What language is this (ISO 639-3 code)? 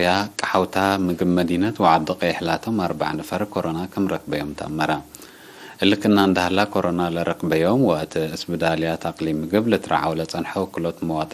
tig